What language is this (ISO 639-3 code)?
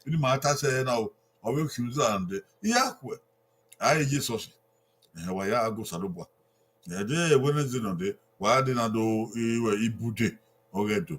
bin